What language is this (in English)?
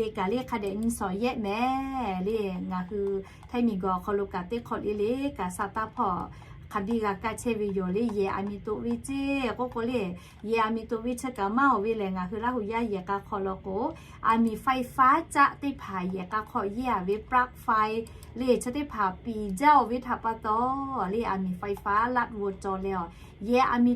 Lahu